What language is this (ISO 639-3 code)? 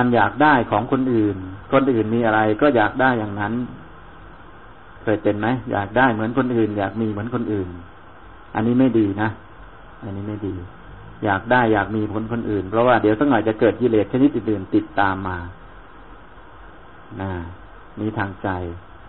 tha